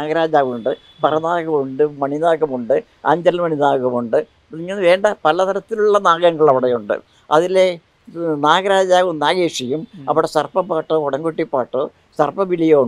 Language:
Malayalam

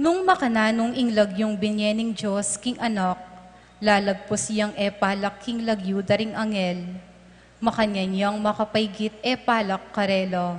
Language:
Pampanga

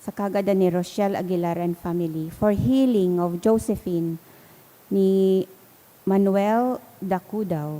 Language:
Bikol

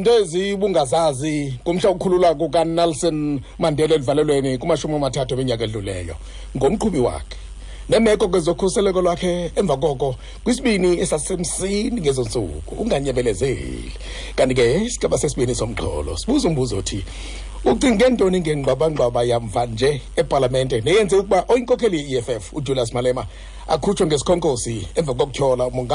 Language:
Xhosa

